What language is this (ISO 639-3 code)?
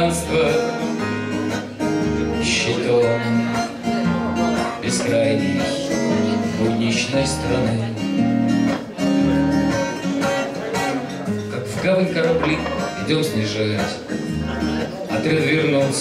rus